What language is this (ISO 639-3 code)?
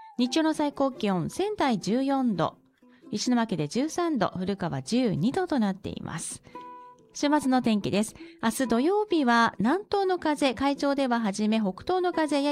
jpn